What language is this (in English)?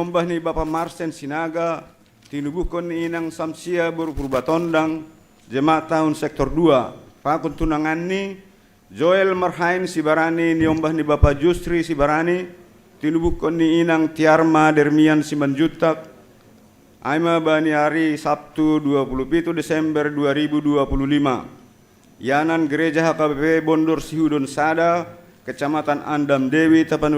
Batak Simalungun